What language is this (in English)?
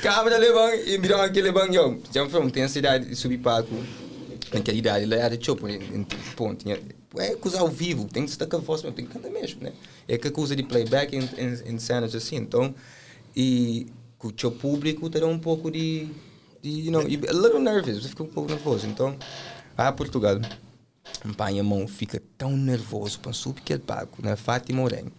Kabuverdianu